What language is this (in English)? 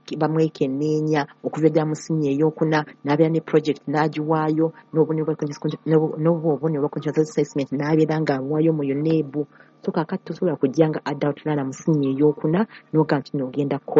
Ganda